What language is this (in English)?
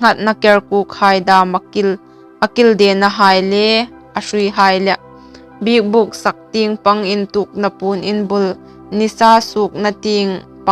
Hmar